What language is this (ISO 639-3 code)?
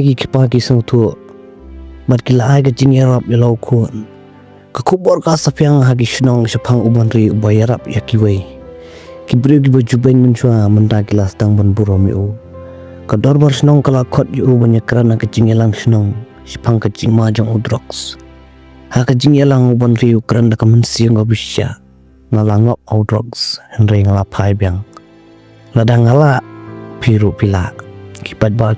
kha